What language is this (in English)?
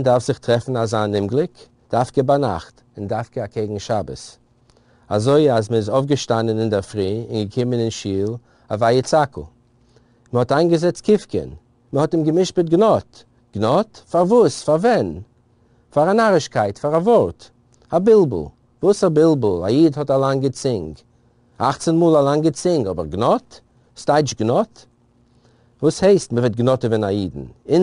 Yiddish